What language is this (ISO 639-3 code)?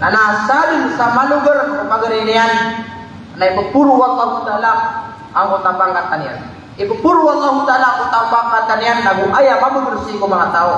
mrw